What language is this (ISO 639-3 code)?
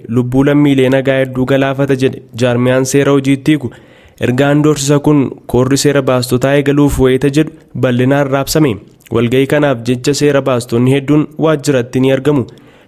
orm